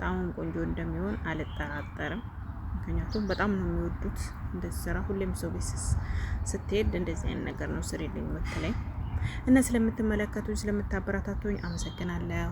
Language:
Amharic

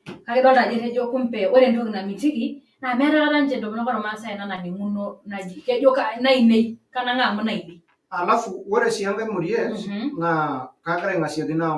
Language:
Masai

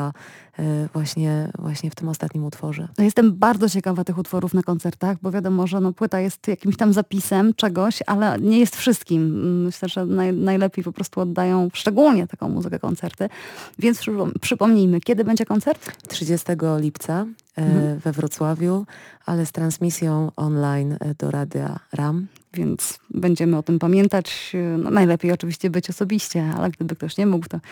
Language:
Polish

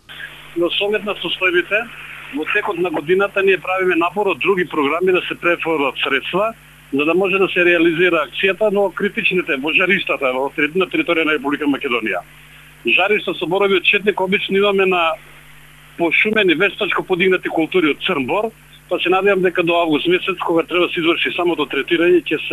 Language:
Macedonian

